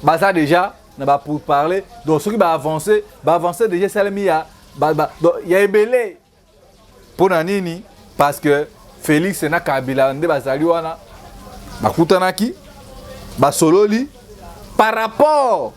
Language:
Lingala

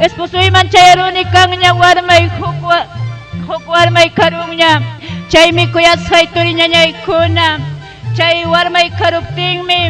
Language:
Ayacucho Quechua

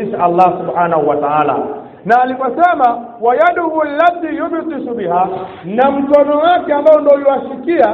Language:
Swahili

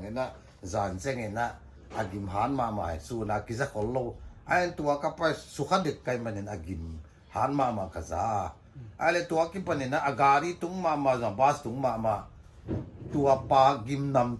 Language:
Paite Chin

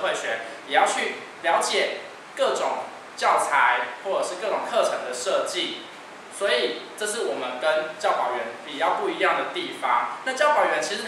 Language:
Chinese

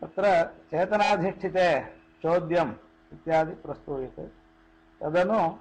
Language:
Sanskrit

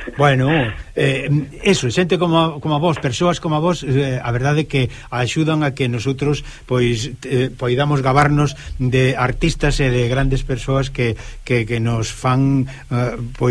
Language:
Galician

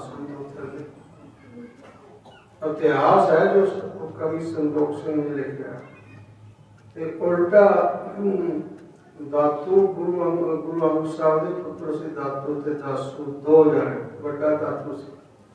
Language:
Punjabi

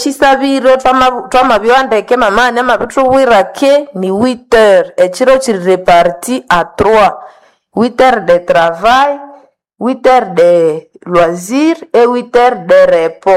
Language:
Nande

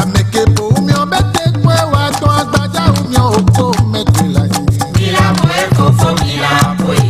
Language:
Ewe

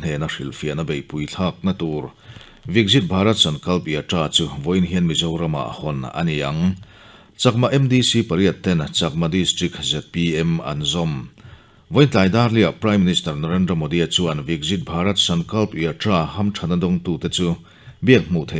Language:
Mizo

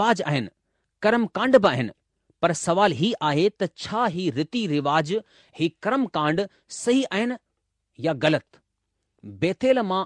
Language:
Sindhi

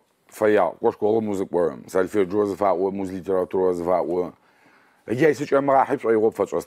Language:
Adyghe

